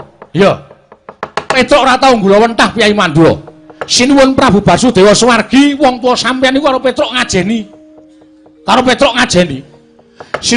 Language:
Javanese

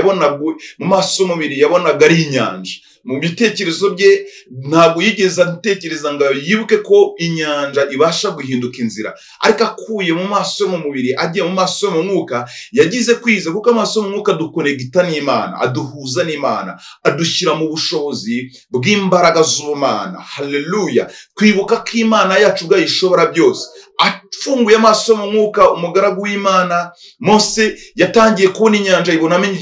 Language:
Kinyarwanda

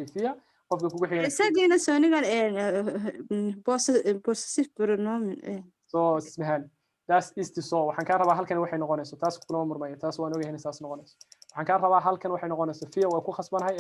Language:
Somali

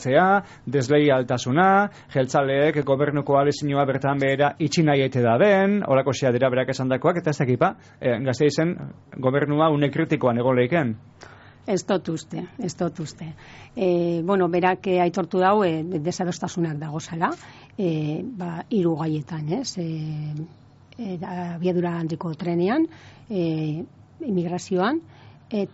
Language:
Basque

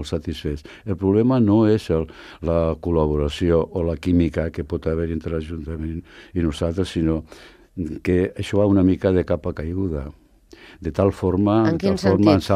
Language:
Catalan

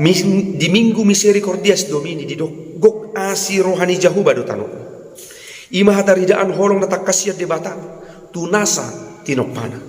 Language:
Batak Toba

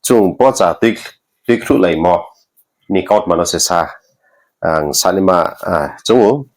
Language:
Riang (India)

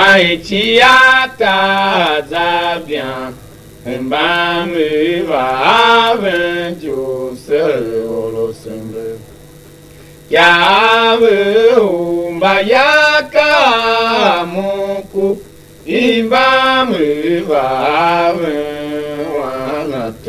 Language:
Tiv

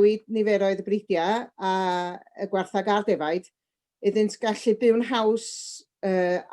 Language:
Welsh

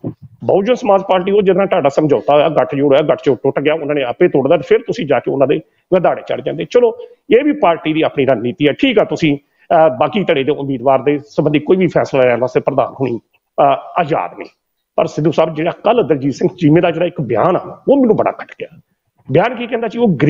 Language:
Punjabi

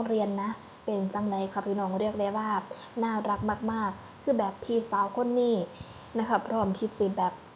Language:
Northeastern Thai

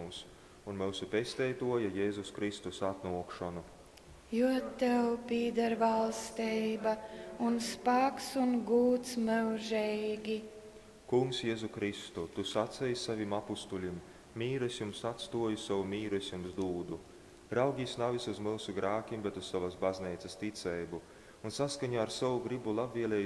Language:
Latgalian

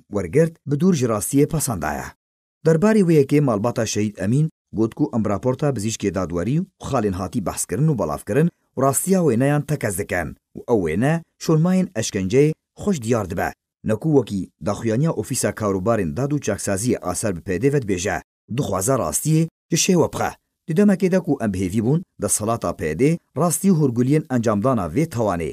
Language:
Kurdish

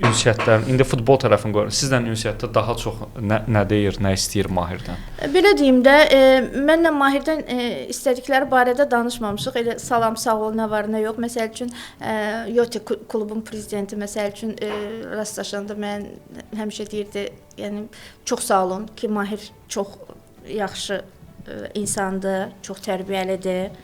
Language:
Azerbaijani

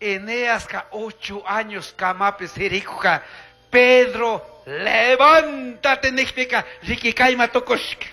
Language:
Chimborazo Highland Quichua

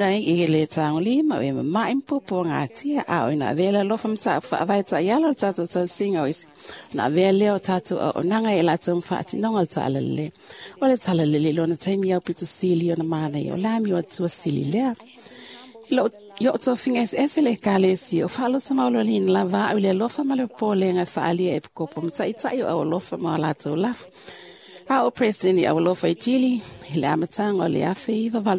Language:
Samoan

